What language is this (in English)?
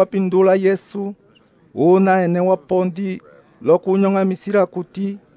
Umbundu